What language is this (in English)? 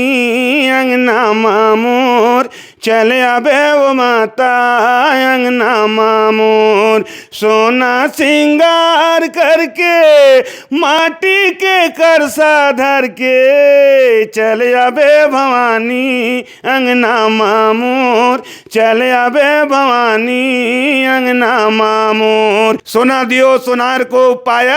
Chhattisgarhi